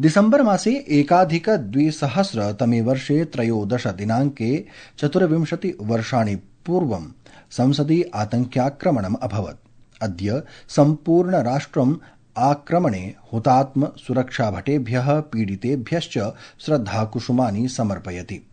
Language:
Sanskrit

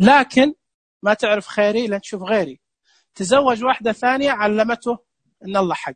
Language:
Najdi Arabic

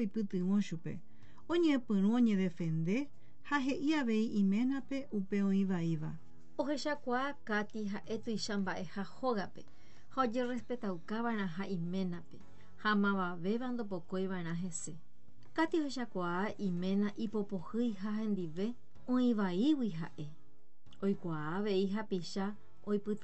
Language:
Guarani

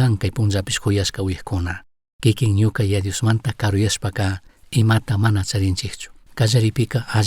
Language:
Chimborazo Highland Quichua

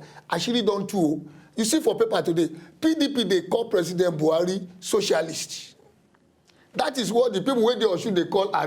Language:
Nigerian Pidgin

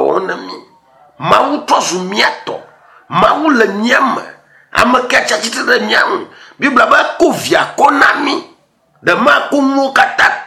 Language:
Ewe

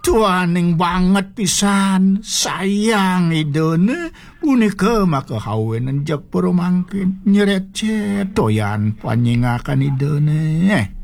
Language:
Balinese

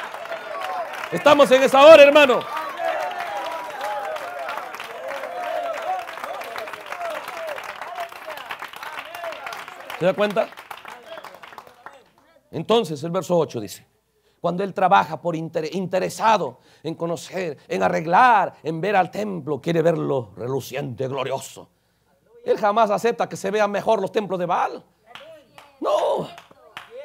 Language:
Spanish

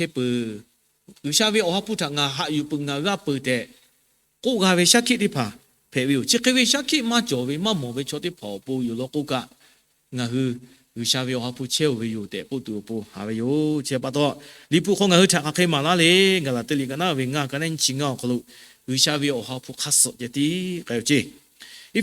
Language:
Lahu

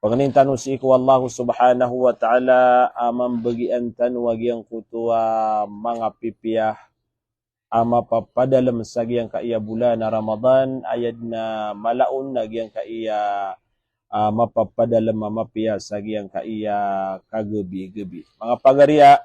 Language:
Maranao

